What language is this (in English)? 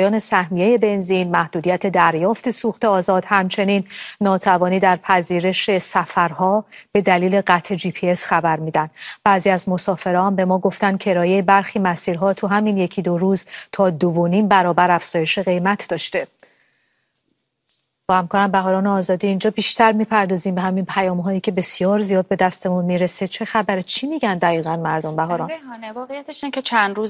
Persian